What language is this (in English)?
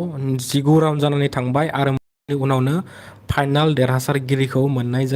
Bodo